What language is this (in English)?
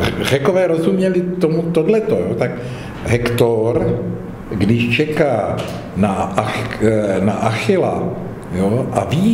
Czech